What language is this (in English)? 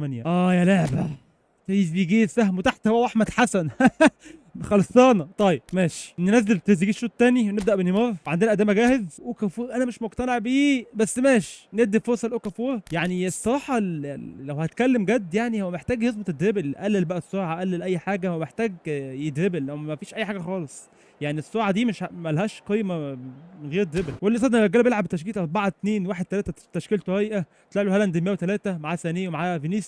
Egyptian Arabic